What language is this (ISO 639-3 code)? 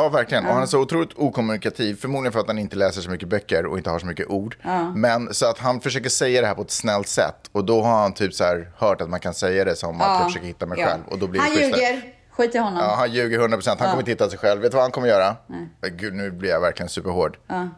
swe